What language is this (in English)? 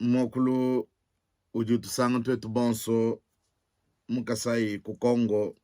Luba-Lulua